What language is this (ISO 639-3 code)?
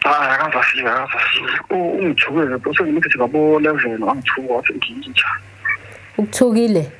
zul